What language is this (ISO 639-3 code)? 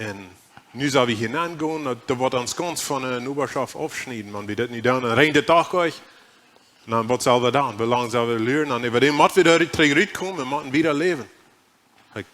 pdt